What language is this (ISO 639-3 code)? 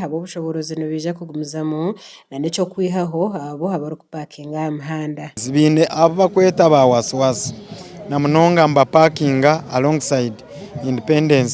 nyn